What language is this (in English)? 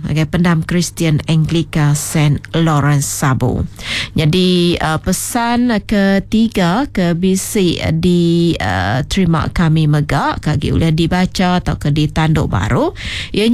Iban